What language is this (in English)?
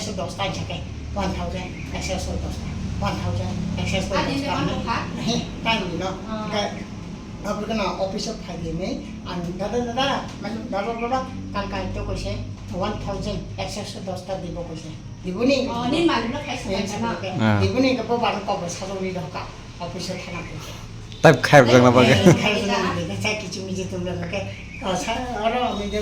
Kok Borok